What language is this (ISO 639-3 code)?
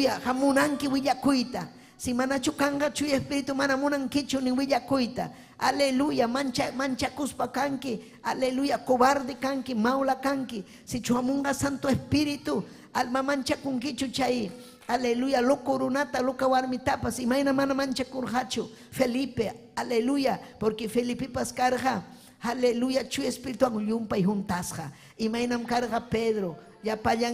quy